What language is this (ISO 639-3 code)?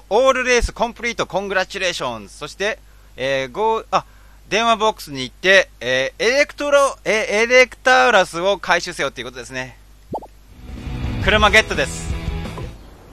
jpn